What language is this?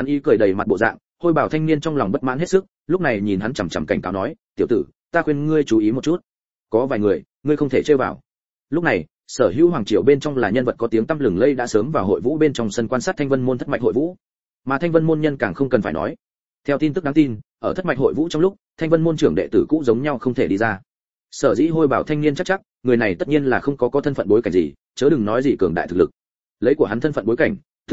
Vietnamese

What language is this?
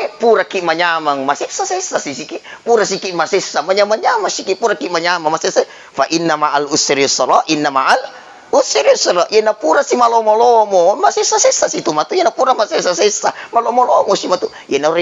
Buginese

